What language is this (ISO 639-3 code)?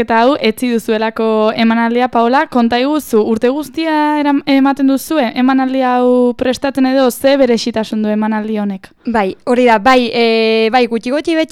eus